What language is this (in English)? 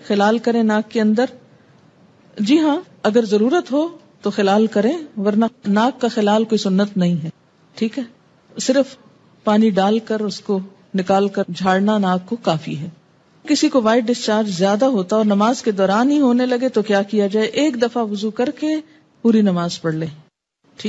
Urdu